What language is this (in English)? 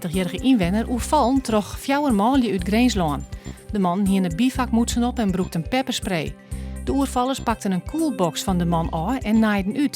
Western Frisian